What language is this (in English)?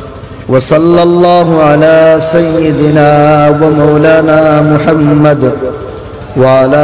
Sylheti